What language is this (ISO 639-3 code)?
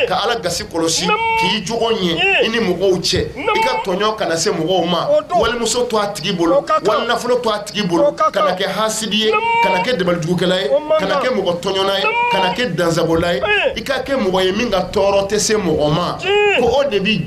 bam